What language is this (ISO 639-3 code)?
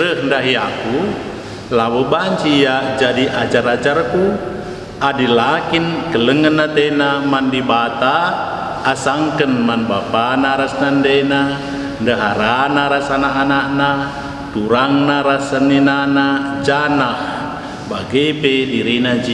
btx